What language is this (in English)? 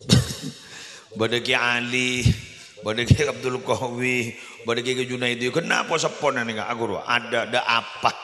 Madurese